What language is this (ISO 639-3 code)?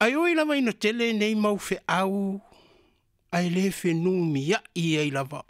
smo